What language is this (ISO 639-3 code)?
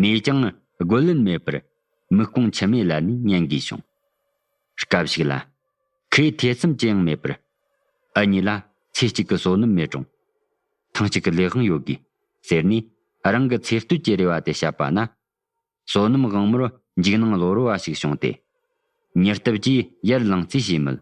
bod